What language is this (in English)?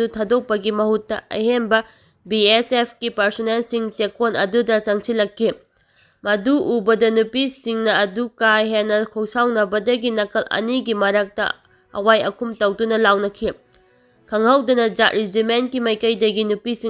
Manipuri